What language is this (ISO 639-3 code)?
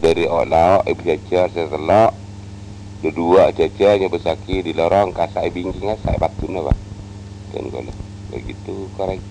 mad